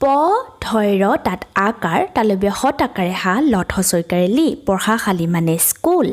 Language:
Assamese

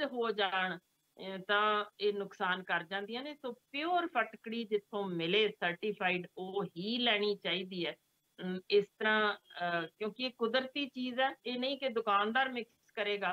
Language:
Punjabi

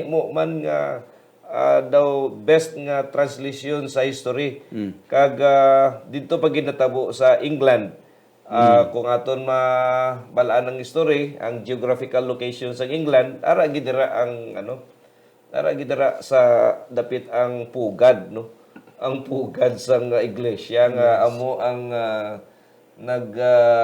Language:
Hiligaynon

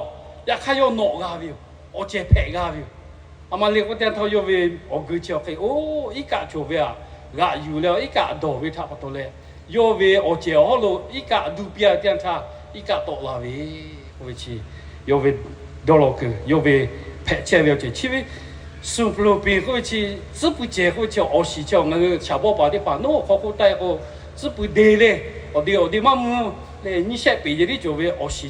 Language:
Lahu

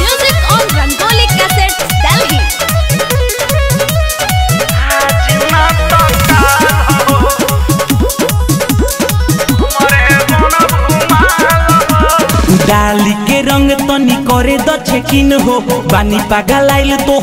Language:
Bhojpuri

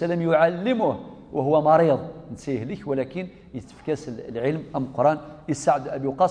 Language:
Kabyle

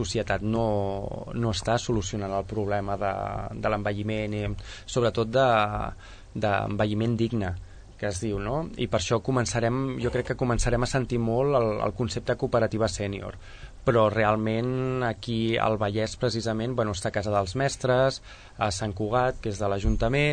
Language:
Catalan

